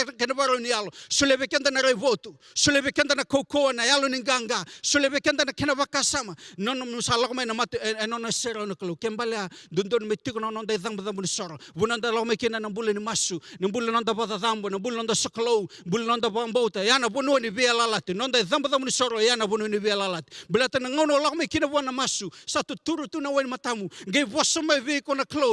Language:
Fijian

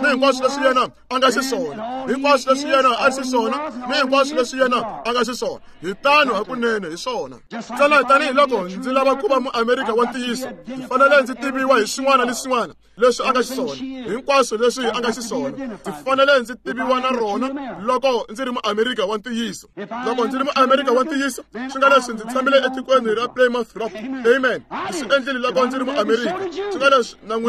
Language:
Tsonga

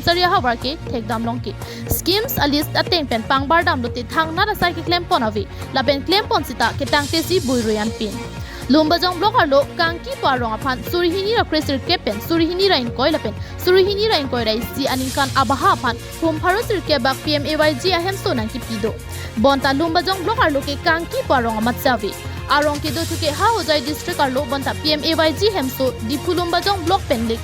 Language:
Karbi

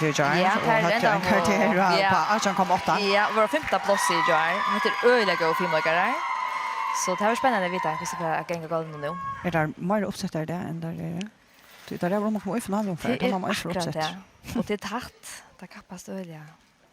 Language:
Faroese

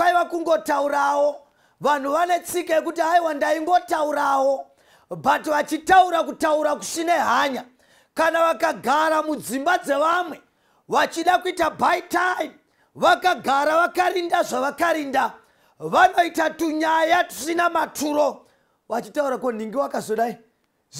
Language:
Shona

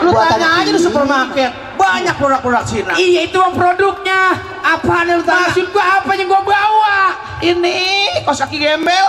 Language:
Betawi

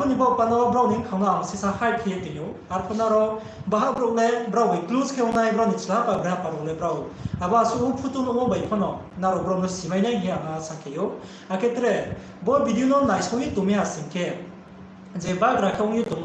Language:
Riang (India)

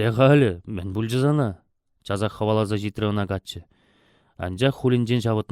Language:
Chuvash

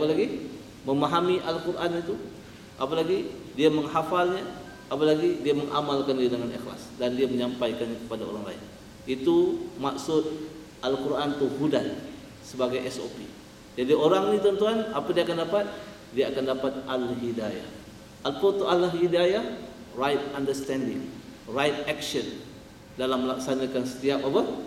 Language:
Malay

